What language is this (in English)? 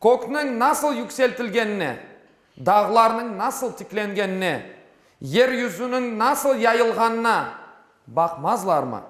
Crimean Tatar